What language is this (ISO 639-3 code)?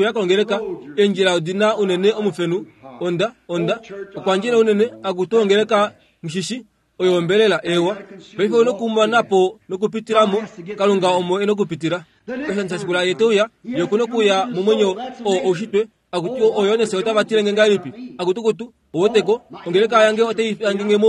kua